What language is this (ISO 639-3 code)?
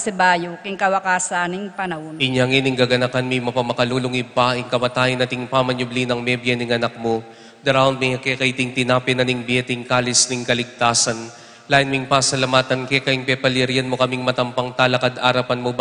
pam